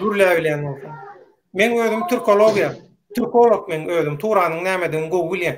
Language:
Turkmen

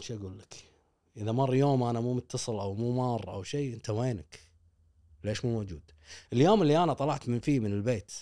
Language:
Gulf Arabic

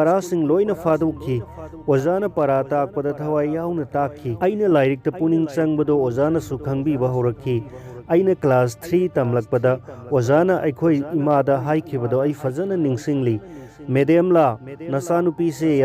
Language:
Manipuri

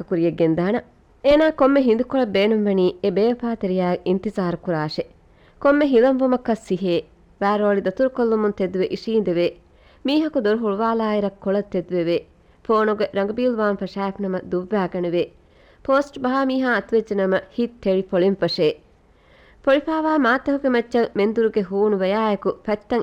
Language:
Divehi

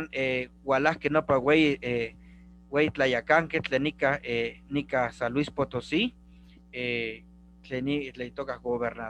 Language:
Eastern Huasteca Nahuatl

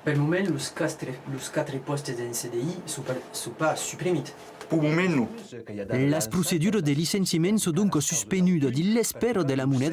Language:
Occitan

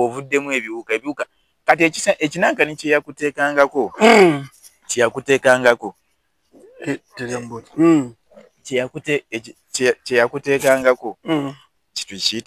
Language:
Ganda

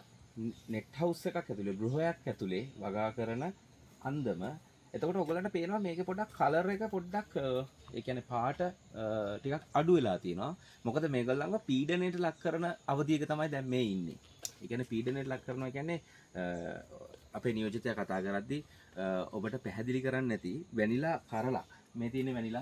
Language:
Sinhala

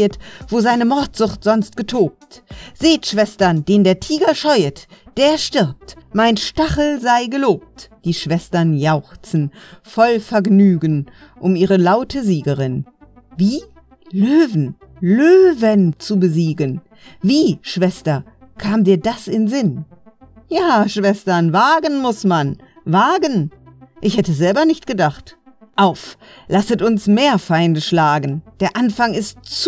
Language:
German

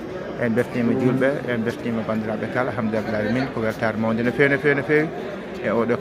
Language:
Fula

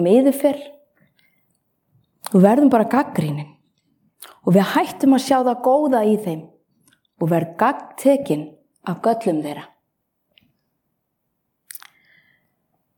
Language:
Icelandic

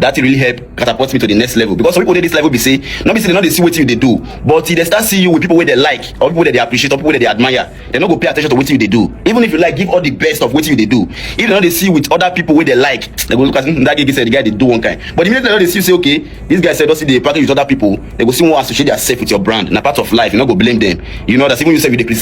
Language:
Nigerian Pidgin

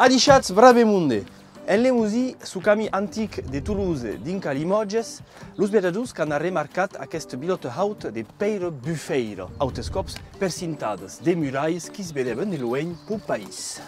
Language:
Occitan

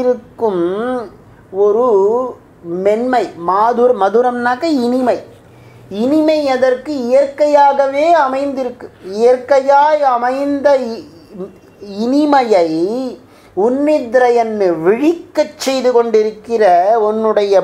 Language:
Tamil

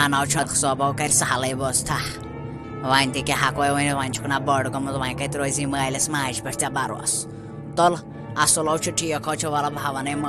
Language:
Kashmiri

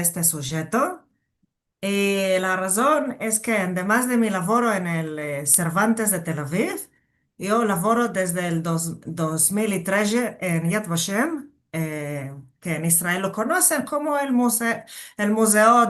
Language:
Ladino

